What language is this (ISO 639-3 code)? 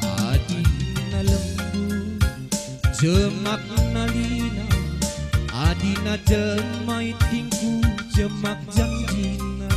btx